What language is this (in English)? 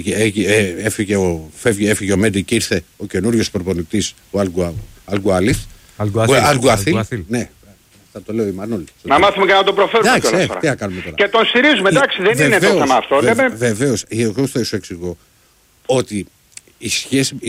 Greek